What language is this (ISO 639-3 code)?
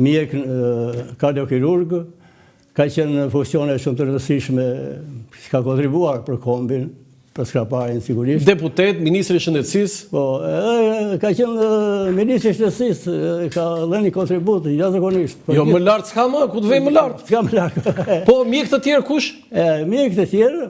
sqi